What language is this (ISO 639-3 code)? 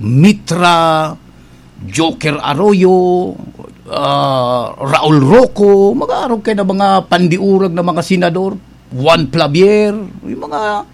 bik